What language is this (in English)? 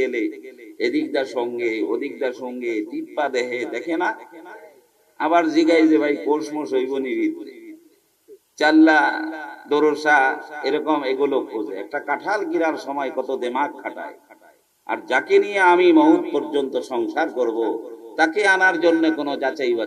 Bangla